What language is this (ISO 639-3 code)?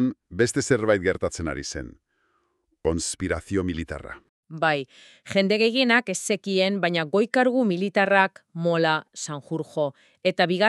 eus